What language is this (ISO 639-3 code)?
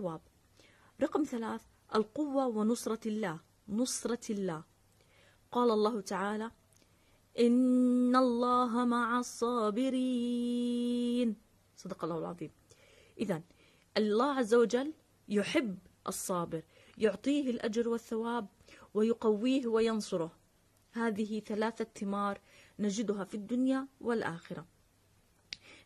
ara